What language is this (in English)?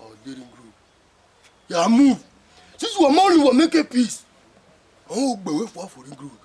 Bini